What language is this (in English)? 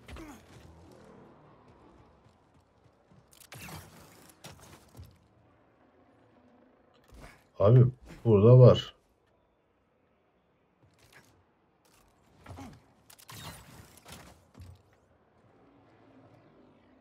Turkish